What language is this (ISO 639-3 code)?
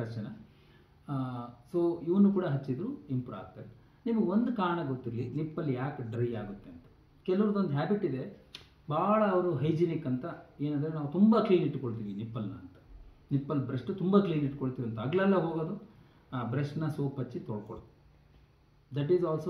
kan